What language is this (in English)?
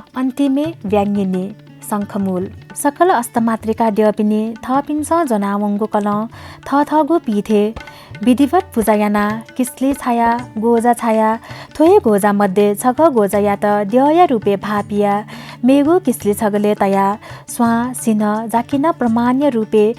Newari